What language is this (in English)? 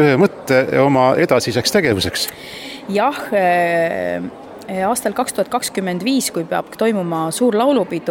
Estonian